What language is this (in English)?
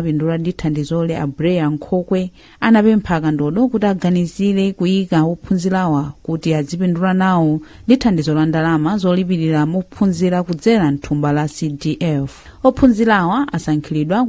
Nyanja